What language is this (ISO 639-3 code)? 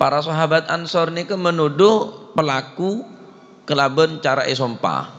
mad